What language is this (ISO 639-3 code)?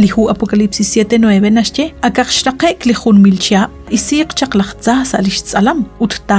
kek